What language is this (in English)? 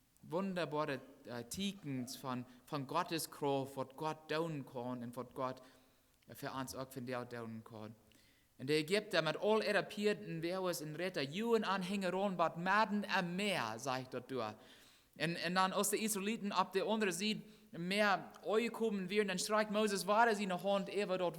Plautdietsch